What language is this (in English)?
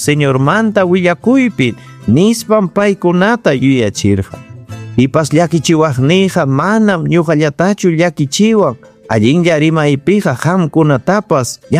Ayacucho Quechua